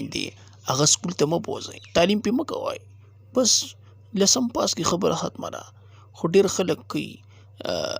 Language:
Pashto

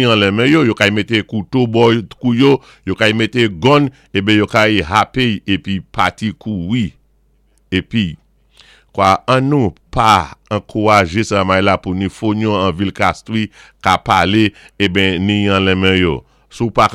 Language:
Saint Lucian Creole French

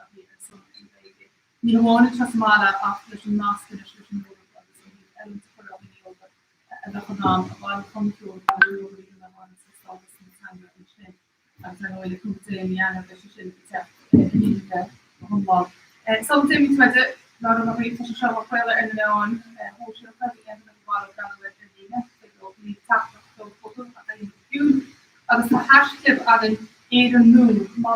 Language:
Irish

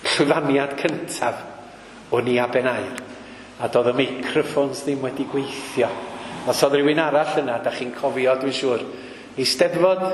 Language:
Welsh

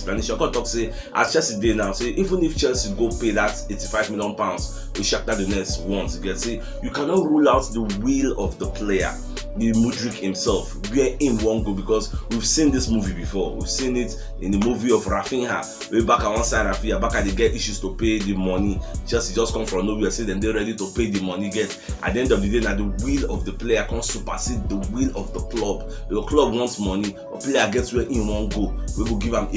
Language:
Nigerian Pidgin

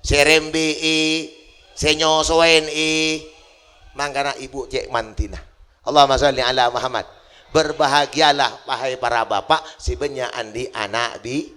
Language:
Madurese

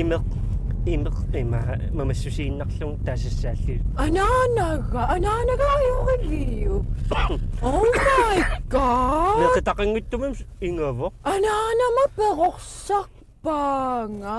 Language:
Kalaallisut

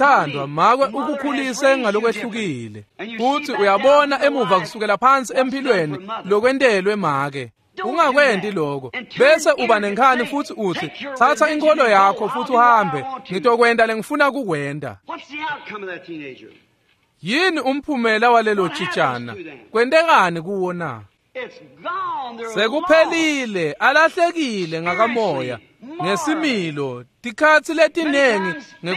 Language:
Swati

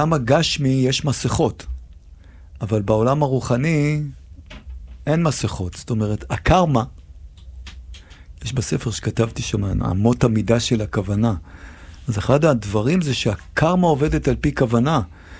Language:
Hebrew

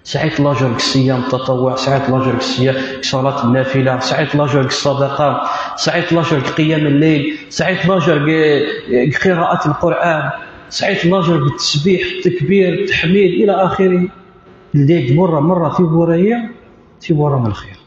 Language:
Kabyle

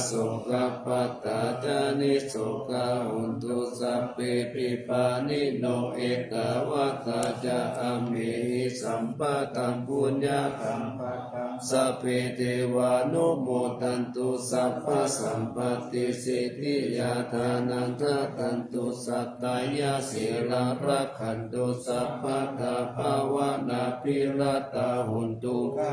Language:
Pali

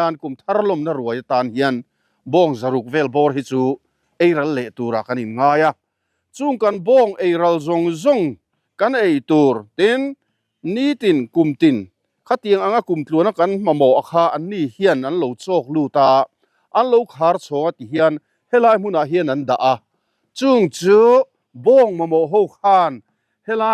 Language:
Mizo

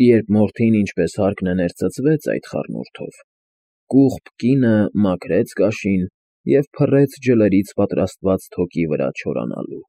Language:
Armenian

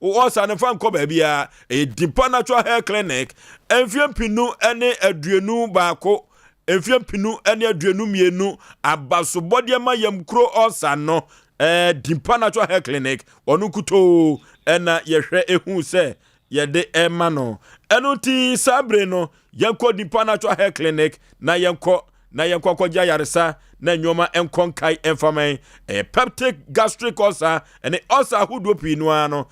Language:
Akan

